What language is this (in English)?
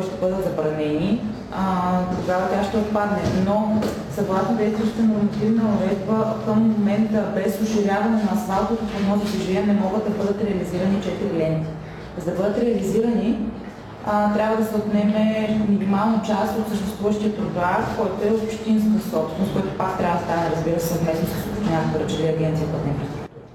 Bulgarian